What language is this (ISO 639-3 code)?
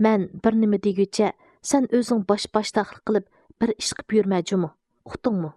uig